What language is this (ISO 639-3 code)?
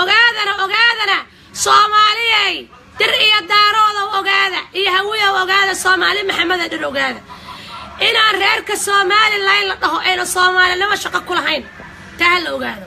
som